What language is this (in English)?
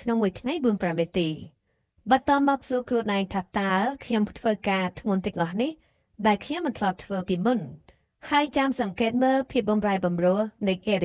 Khmer